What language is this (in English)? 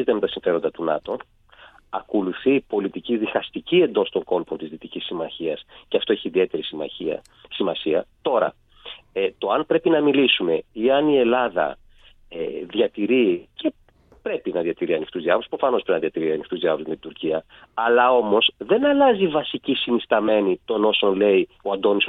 Greek